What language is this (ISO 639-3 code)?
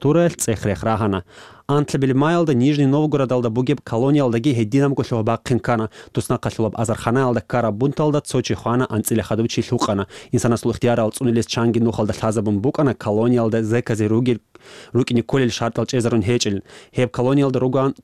ava